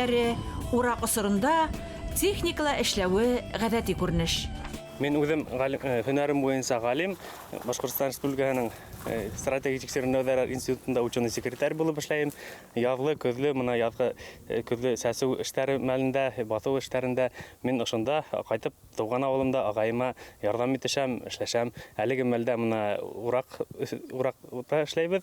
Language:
Bashkir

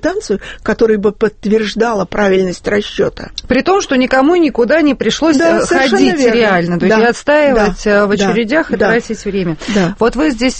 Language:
Russian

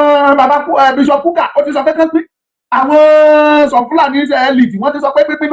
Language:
Yoruba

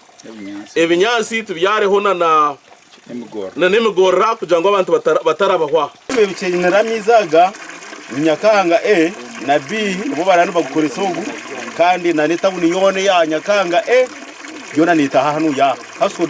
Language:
Nyankole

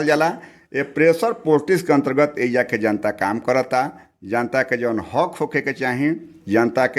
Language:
Bhojpuri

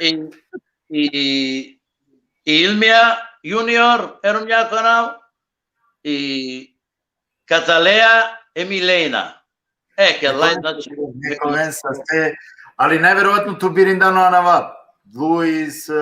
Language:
Balkan Romani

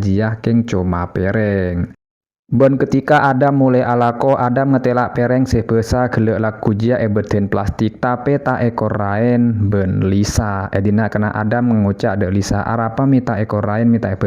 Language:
Madurese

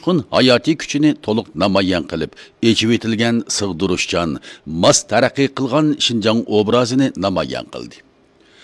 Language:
Uyghur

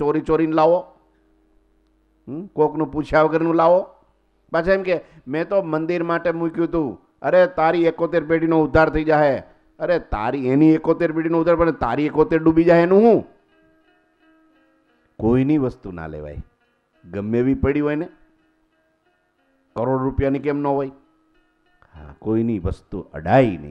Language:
Gujarati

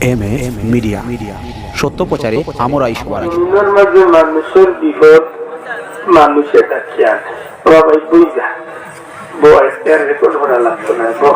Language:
Sylheti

